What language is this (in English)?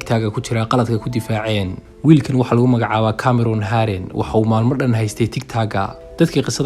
Somali